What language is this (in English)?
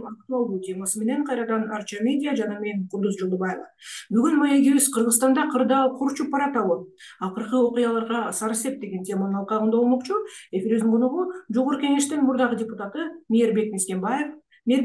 Kyrgyz